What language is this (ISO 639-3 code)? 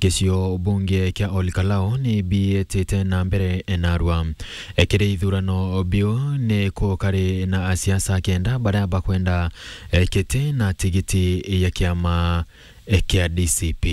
mer